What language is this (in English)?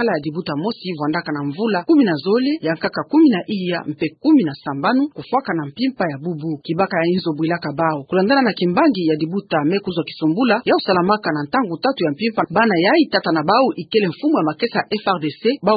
Kituba (Democratic Republic of Congo)